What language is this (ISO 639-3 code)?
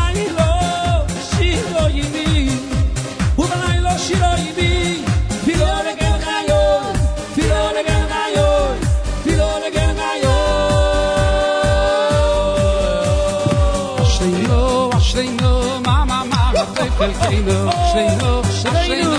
heb